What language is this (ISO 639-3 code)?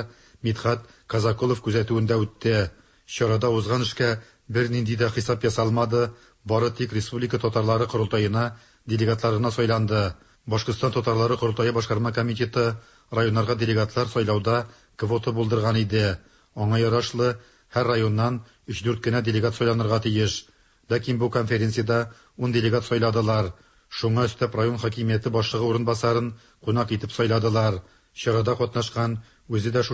tat